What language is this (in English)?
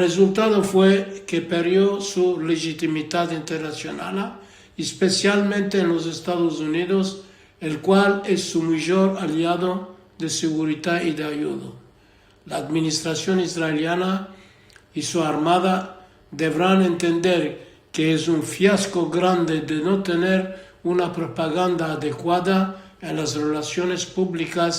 Ladino